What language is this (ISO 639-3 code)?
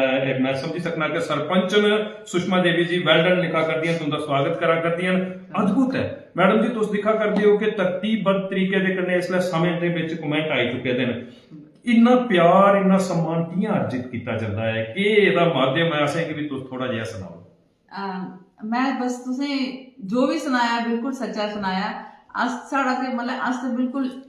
doi